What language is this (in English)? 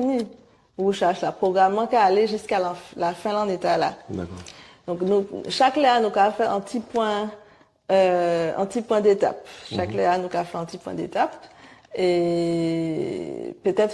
Guadeloupean Creole French